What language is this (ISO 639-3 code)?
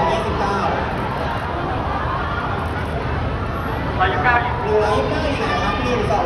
tha